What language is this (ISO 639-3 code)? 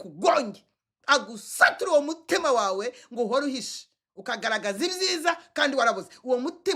kin